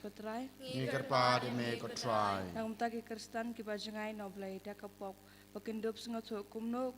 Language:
Khasi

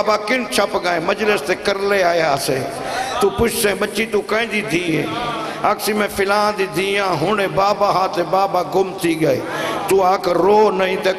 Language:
Saraiki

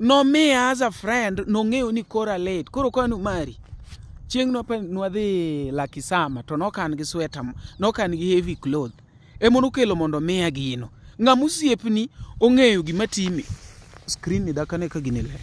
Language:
Luo (Kenya and Tanzania)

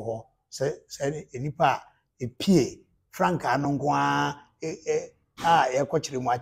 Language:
Akan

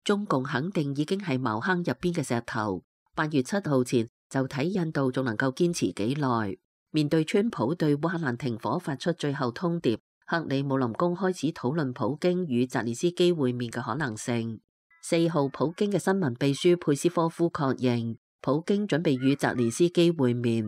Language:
Cantonese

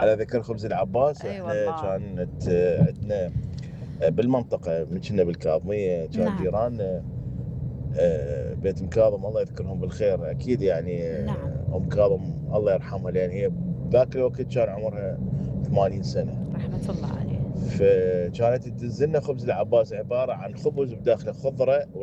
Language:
Mesopotamian Arabic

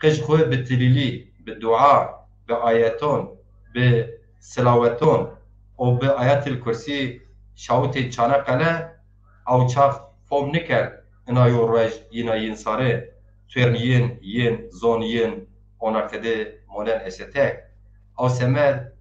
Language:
Zaza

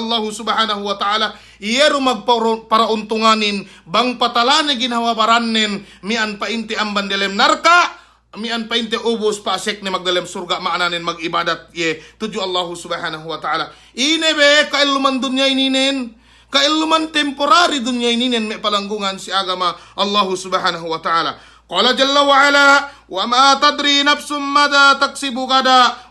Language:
Yakan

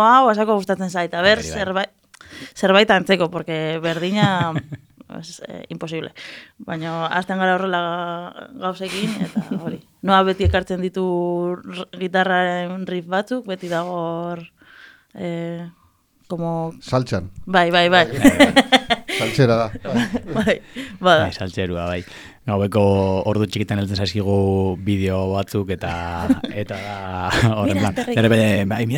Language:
Basque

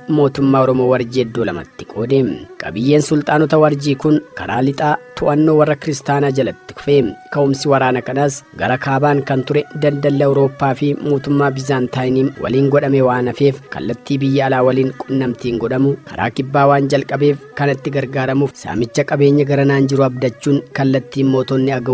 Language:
Oromo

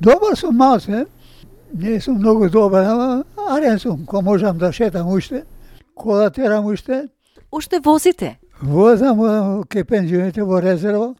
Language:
Macedonian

